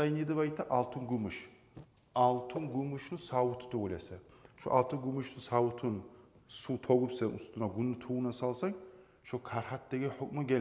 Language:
Kumyk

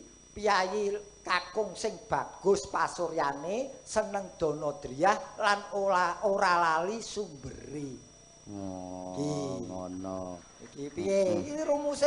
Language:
Javanese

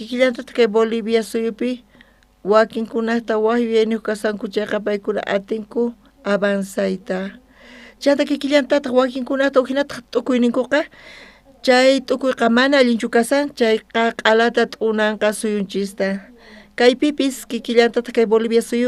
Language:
South Bolivian Quechua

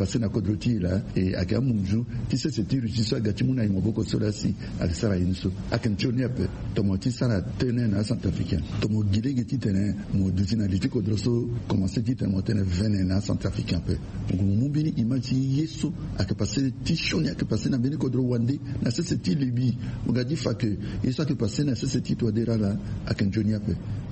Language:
Sango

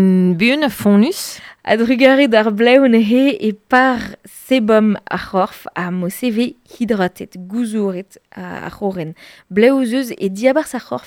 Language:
Breton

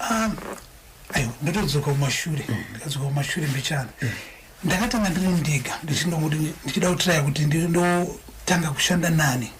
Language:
Shona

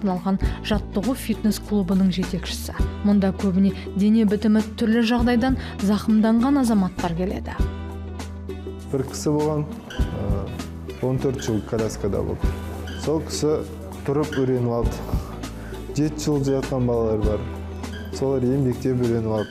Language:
Kazakh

